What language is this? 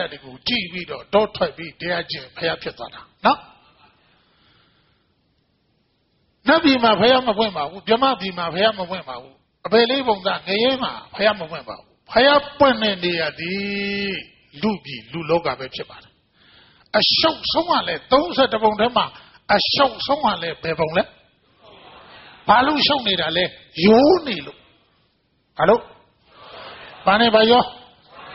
Burmese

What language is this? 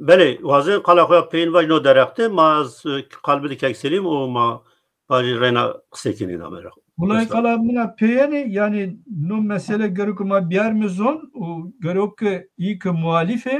Zaza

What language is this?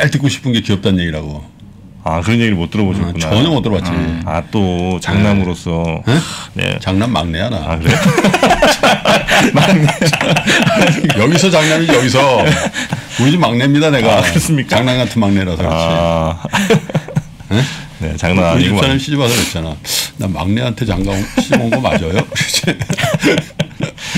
Korean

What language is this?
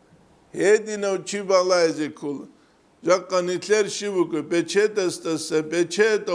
Avaric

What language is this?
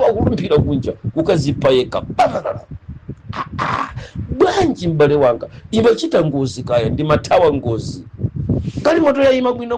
Nyanja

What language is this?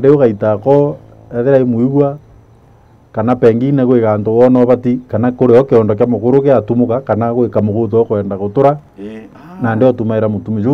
Meru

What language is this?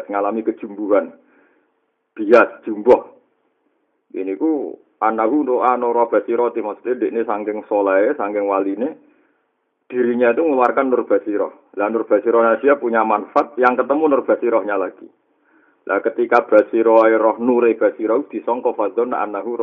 Javanese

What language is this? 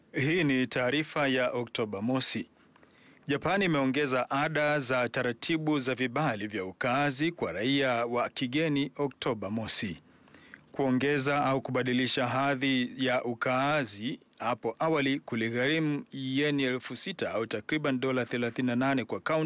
Swahili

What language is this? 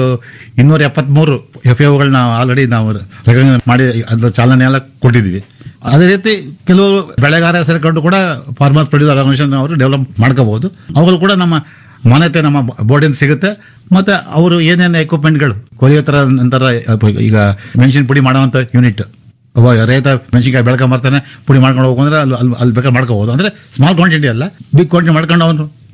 Kannada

